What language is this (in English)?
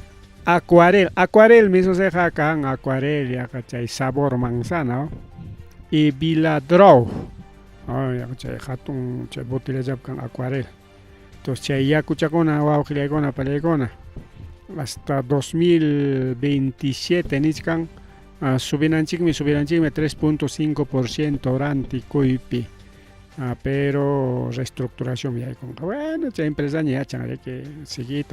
Ayacucho Quechua